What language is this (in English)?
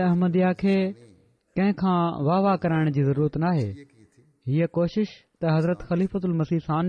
Sindhi